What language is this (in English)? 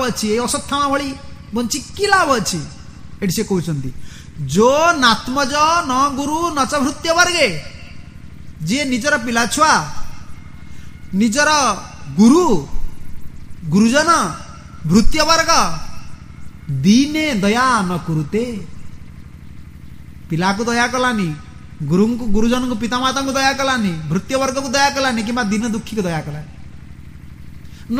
Odia